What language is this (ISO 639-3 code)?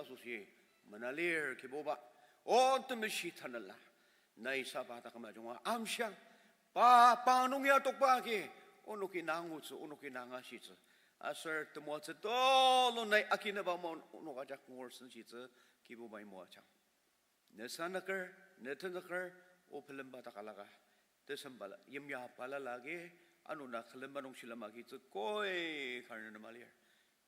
njo